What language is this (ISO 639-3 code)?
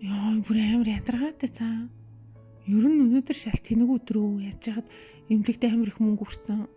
mon